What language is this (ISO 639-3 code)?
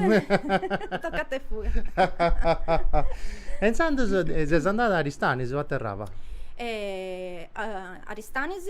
srd